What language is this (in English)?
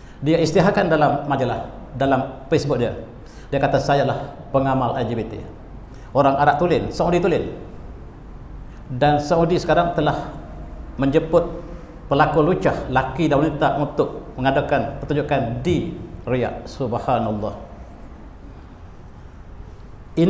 Malay